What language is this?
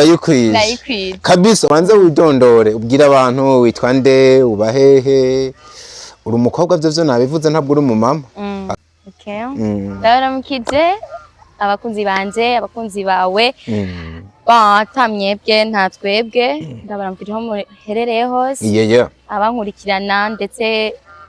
Rundi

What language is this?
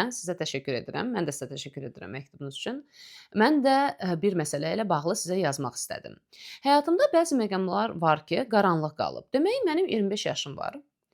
Azerbaijani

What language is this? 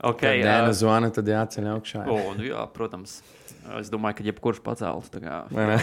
Latvian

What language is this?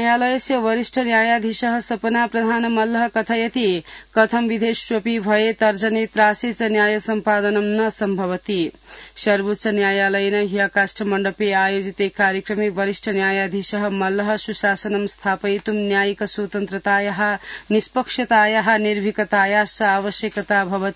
Sanskrit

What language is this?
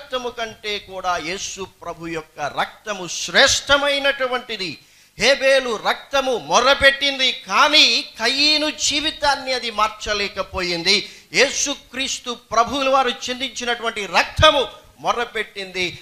Telugu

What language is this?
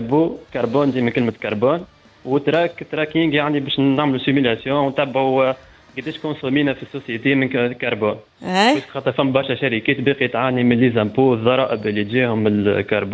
Tunisian Arabic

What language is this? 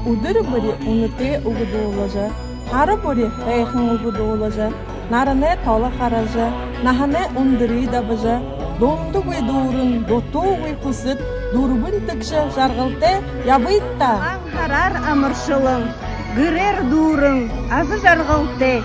Buriat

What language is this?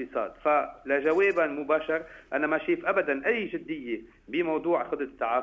North Levantine Arabic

